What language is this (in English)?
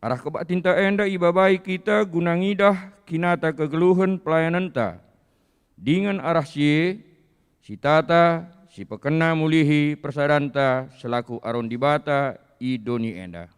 Batak Karo